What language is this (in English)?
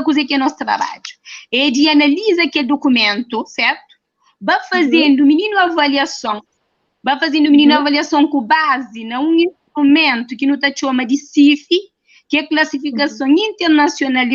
Kabuverdianu